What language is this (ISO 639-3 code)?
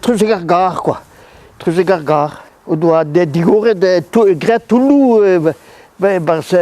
bre